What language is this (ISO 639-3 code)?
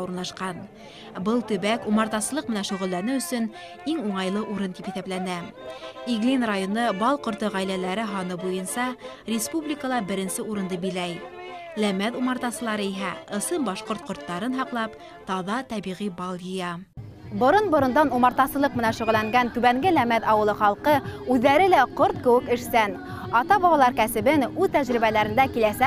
bak